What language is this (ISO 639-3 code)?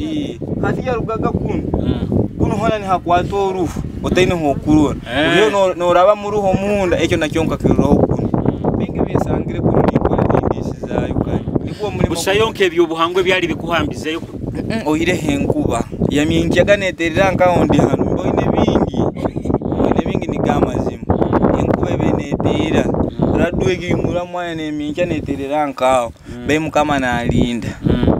nyo